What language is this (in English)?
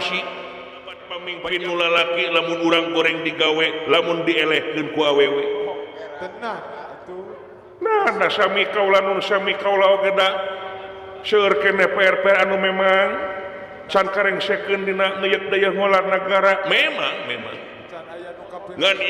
Sundanese